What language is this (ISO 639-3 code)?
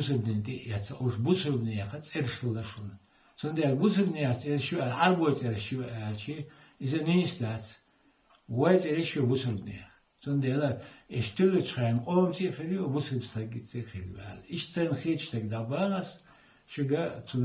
che